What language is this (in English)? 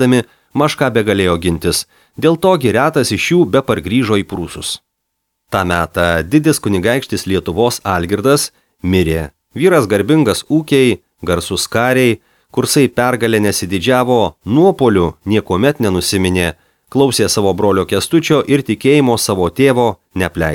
Lithuanian